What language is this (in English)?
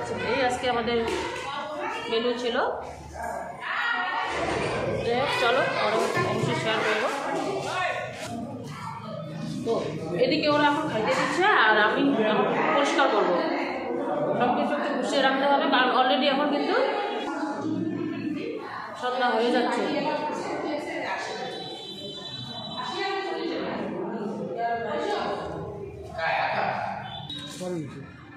Bangla